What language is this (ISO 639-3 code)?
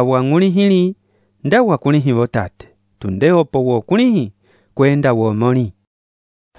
umb